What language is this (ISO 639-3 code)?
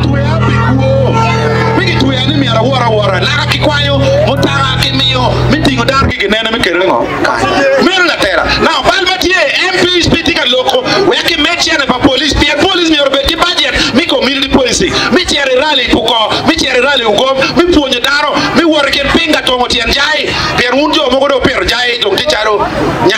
ach